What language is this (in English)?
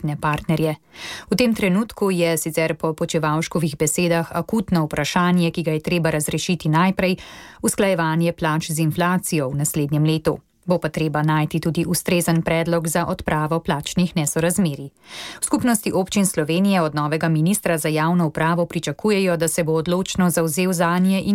Slovenian